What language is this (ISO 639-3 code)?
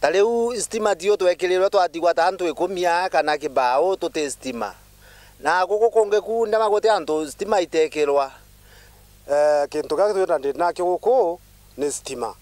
mer